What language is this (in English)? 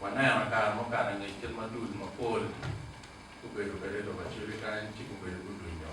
Acoli